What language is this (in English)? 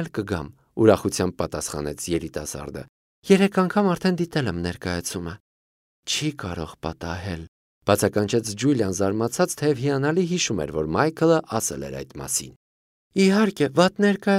Armenian